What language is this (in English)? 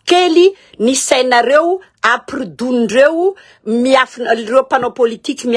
Malagasy